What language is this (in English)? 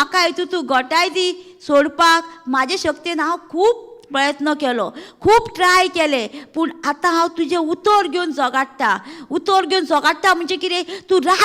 Konkani